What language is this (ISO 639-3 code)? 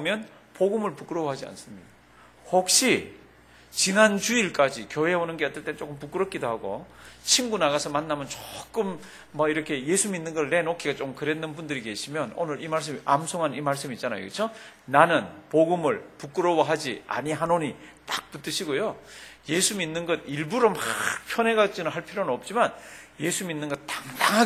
kor